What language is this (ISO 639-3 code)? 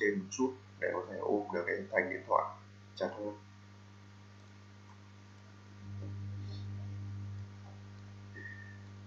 vie